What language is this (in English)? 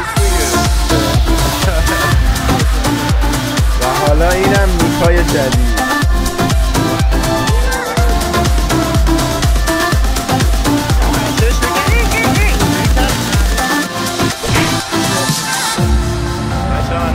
Persian